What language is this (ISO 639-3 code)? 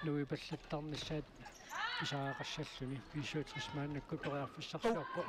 kal